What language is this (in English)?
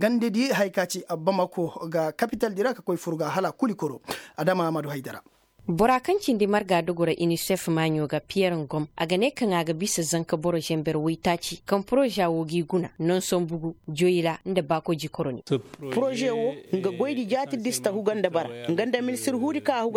Koyraboro Senni